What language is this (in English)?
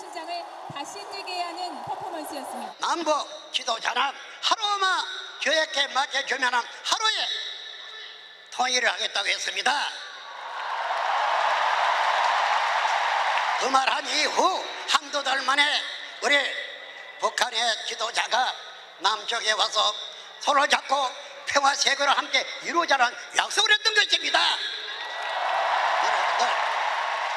Korean